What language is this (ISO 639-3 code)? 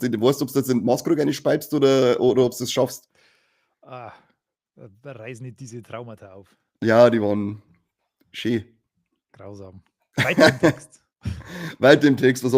bar